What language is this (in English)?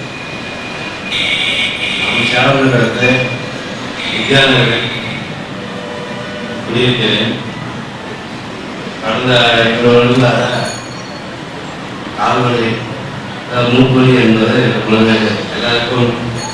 Tamil